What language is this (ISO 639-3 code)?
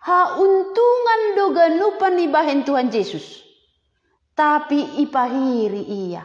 bts